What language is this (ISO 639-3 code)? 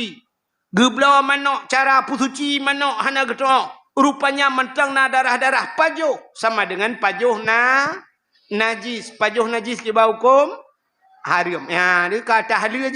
ace